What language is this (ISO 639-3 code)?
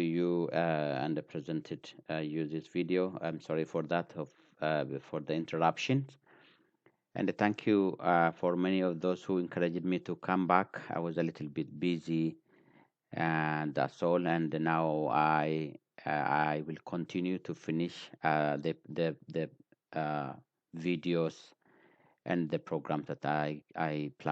eng